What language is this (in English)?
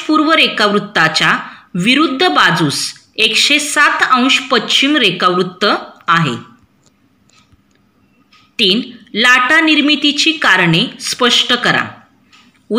Marathi